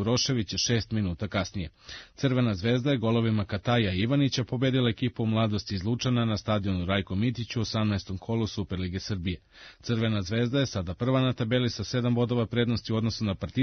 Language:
Serbian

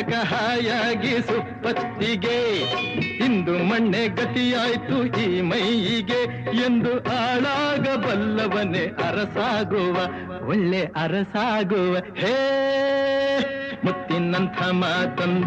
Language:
Kannada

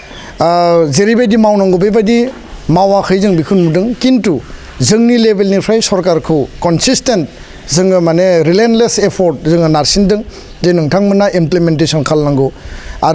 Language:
Bodo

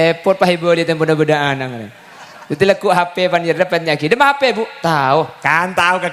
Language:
Madurese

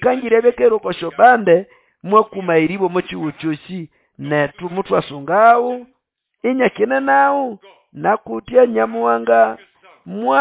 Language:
Nande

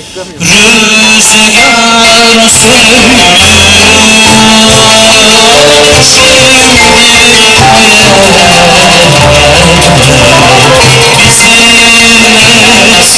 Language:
Turkish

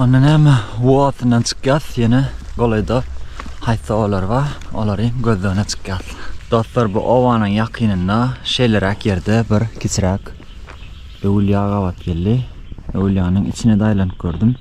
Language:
Turkmen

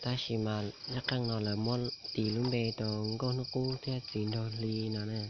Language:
Hmong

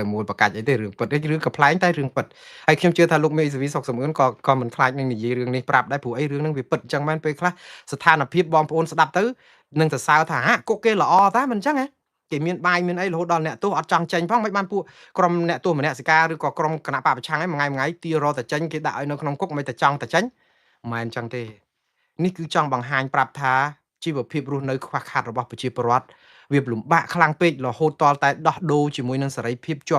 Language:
Khmer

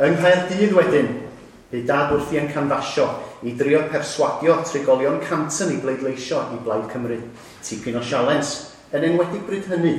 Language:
Welsh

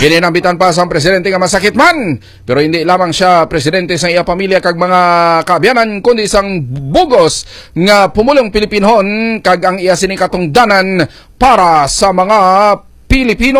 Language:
Hiligaynon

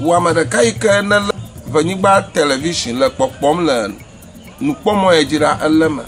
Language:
Ewe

